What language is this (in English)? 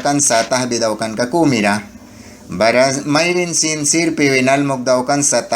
Mískito